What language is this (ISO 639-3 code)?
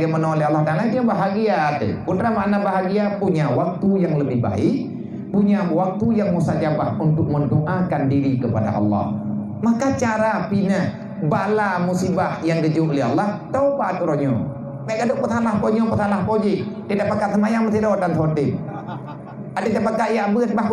ace